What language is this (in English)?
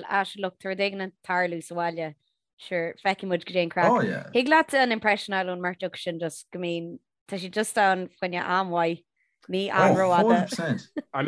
Irish